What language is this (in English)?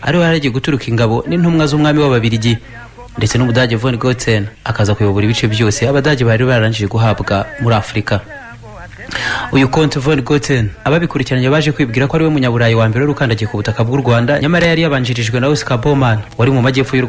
Kinyarwanda